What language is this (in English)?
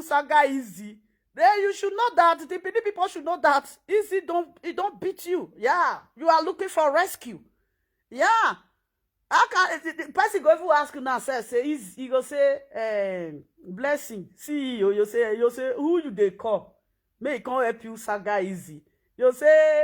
Nigerian Pidgin